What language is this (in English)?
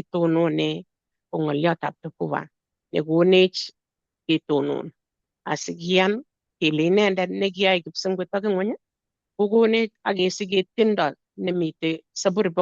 Kalenjin